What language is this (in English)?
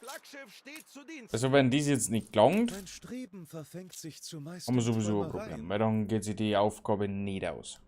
Bavarian